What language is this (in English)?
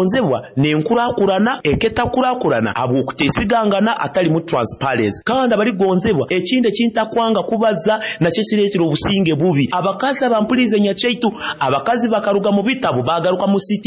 Nyoro